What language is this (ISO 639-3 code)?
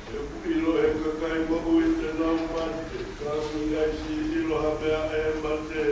ton